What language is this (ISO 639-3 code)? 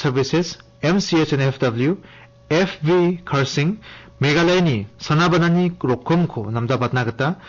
grt